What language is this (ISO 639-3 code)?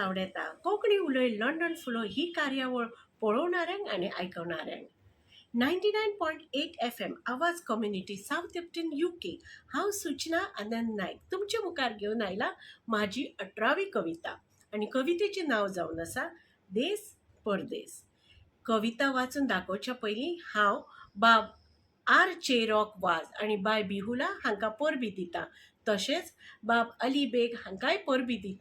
kok